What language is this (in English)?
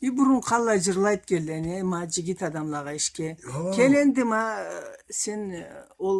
Karachay-Balkar